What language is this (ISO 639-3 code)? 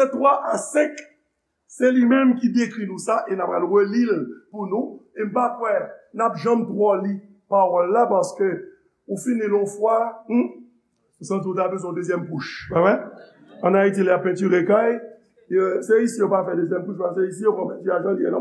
hat